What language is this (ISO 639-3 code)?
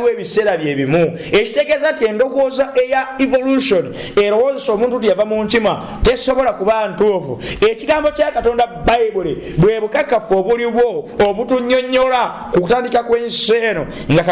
lug